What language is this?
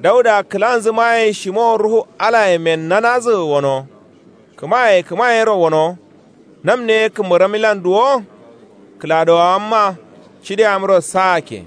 Kanuri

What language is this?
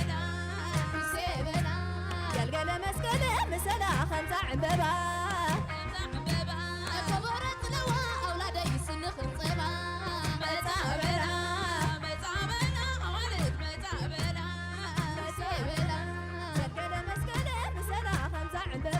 Tigrinya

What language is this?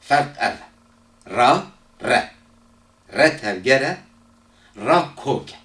Kurdish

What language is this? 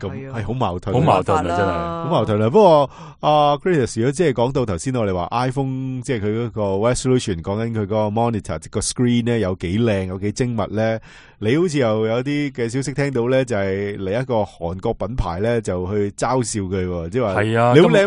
Cantonese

